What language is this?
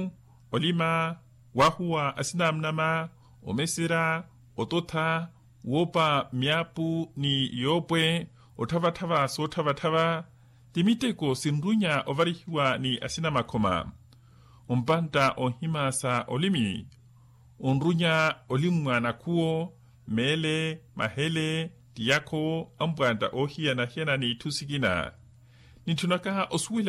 Makhuwa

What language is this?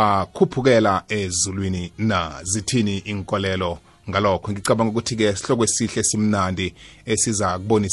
South Ndebele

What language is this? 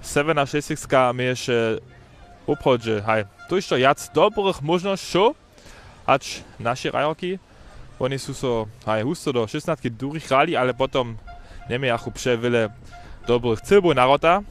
Upper Sorbian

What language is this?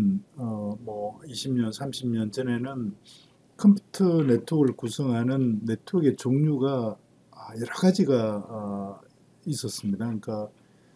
Korean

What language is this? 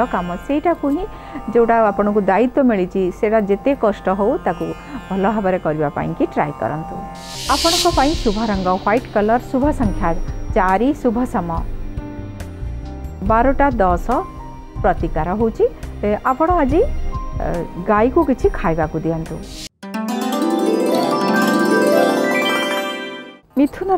Odia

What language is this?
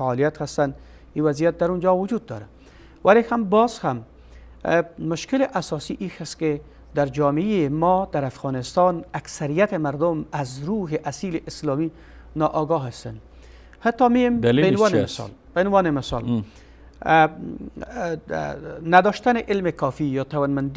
Persian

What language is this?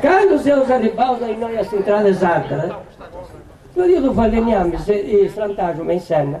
Sardinian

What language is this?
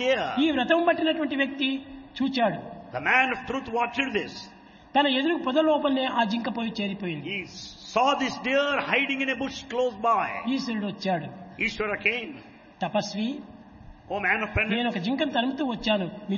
Telugu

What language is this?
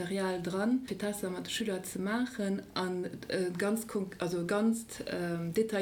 Luxembourgish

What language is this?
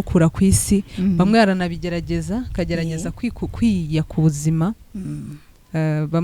Kinyarwanda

